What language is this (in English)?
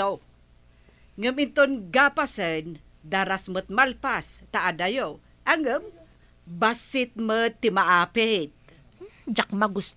Iloko